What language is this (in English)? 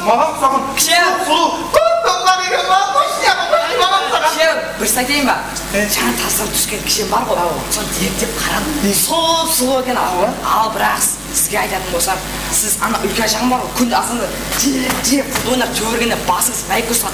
Kara-Kalpak